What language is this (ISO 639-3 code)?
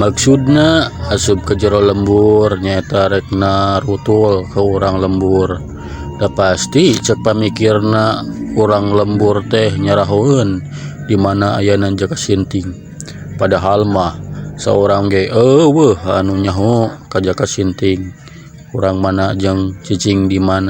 sun